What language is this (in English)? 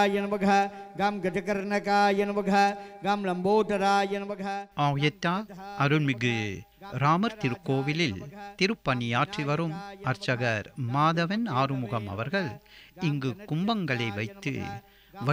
Tamil